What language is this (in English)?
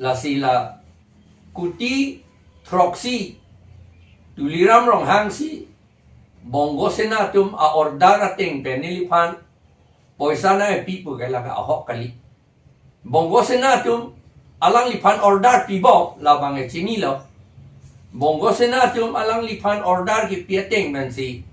Karbi